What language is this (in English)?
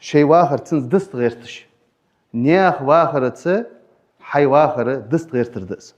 Ingush